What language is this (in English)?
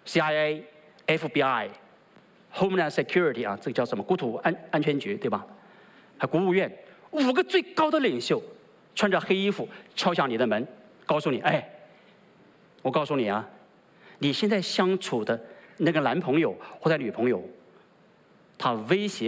Chinese